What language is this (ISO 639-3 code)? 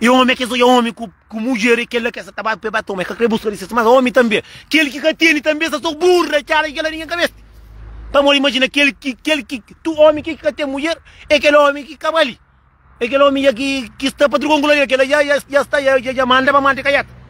kea